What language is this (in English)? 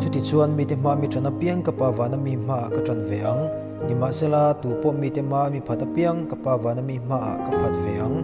Mizo